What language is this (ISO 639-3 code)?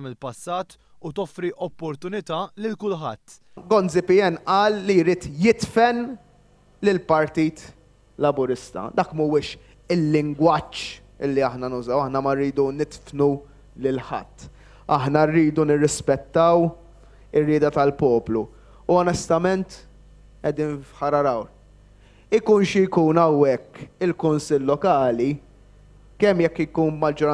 mlt